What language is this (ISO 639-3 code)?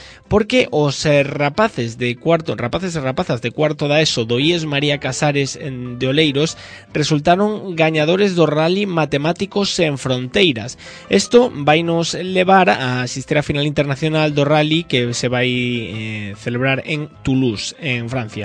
glg